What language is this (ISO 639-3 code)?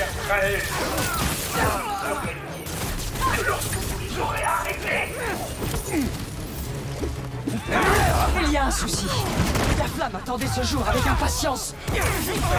fra